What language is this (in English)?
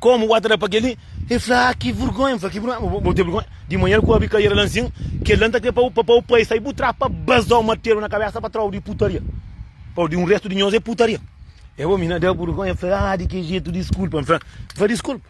Kabuverdianu